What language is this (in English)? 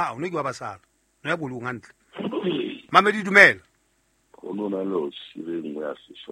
Southern Sotho